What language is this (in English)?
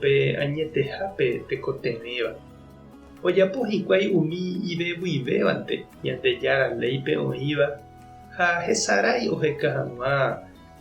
Guarani